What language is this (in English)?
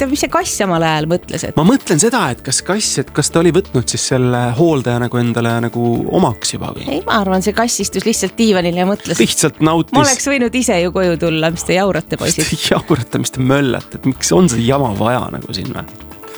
Estonian